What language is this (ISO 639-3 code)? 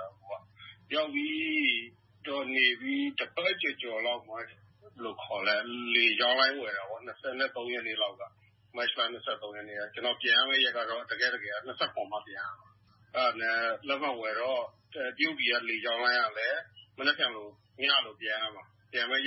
mya